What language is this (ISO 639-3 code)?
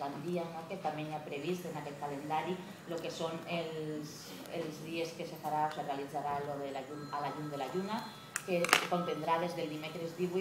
cat